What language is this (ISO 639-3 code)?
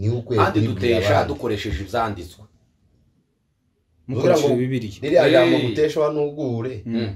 kin